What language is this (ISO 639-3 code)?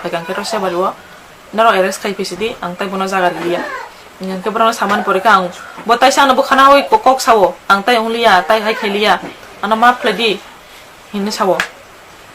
trp